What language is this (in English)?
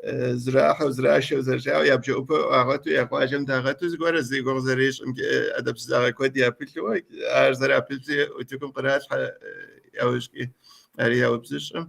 Kabardian